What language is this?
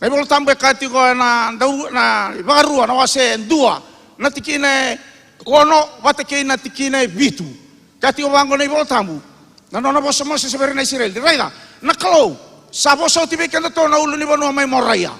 Fijian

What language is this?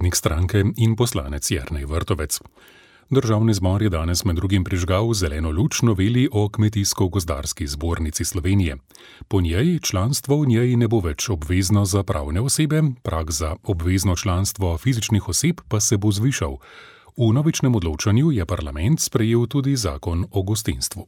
Slovenian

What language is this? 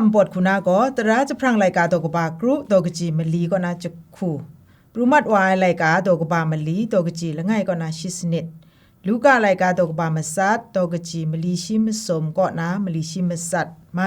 Kachin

